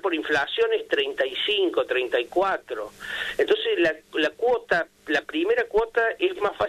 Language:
Spanish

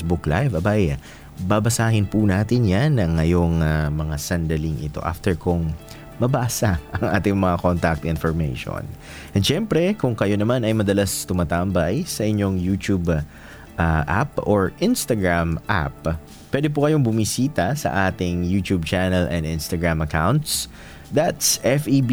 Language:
Filipino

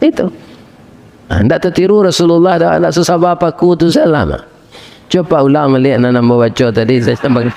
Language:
Minangkabau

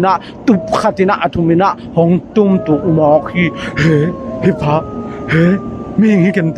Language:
Tedim Chin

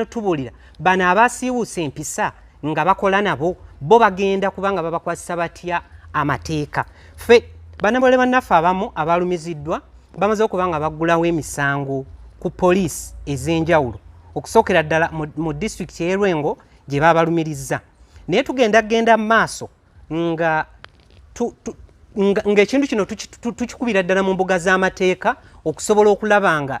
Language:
Ganda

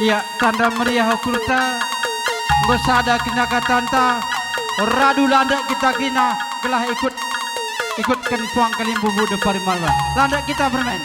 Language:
Batak Karo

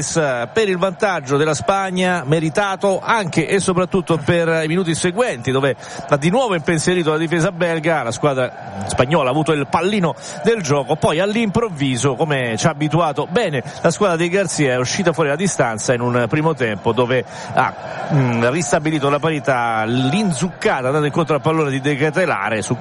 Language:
Italian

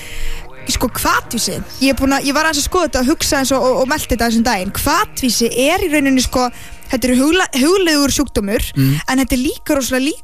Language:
Icelandic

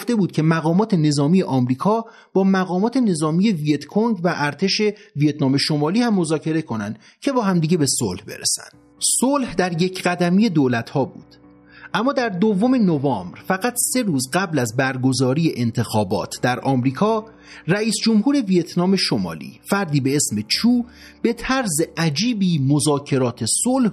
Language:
Persian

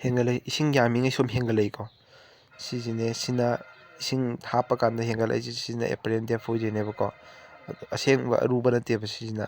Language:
Manipuri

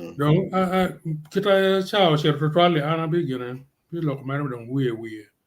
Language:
Acoli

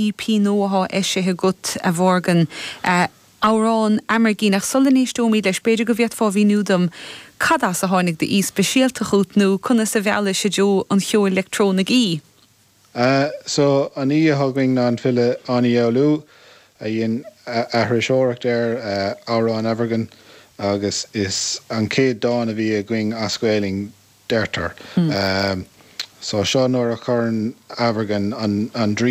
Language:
Irish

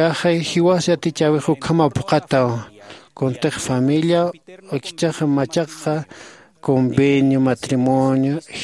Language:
Aymara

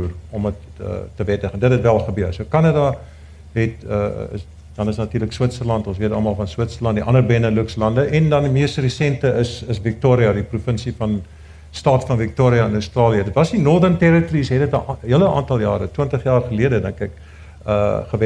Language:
Afrikaans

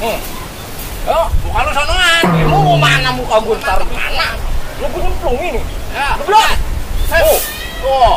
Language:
Betawi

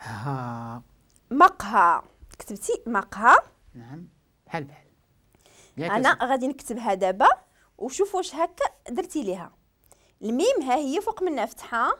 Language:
Moroccan Arabic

